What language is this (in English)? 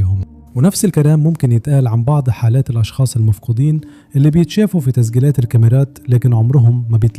Egyptian Arabic